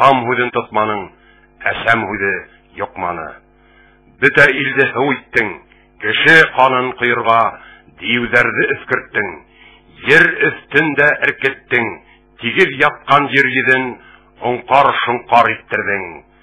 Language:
Bashkir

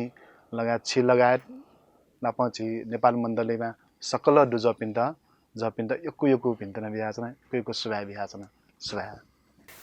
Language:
Newari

